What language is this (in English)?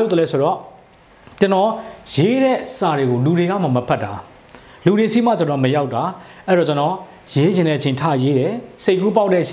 Burmese